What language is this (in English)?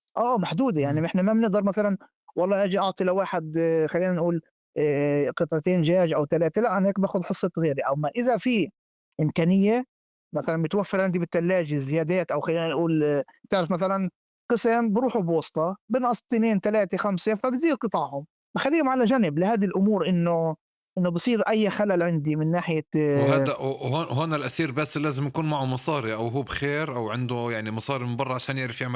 North Levantine Arabic